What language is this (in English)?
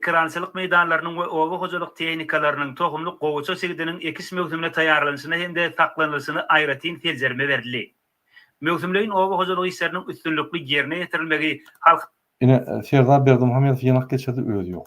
Turkmen